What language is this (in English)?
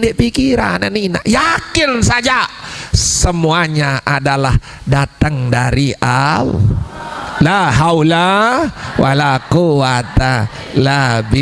Sasak